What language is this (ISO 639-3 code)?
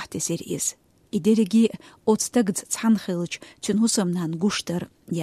che